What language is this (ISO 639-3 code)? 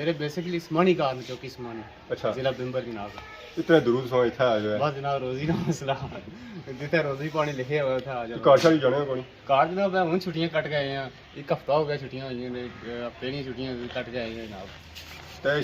phr